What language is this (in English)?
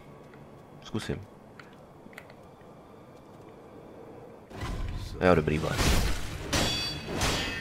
Czech